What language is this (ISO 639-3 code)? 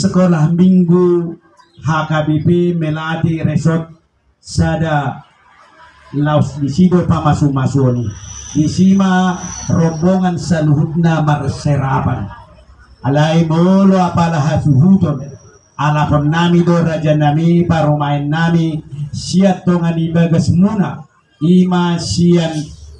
bbc